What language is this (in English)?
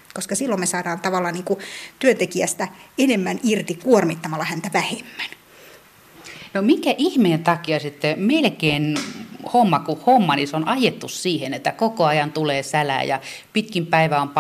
Finnish